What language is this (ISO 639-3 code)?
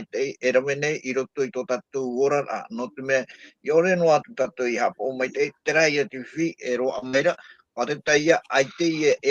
tah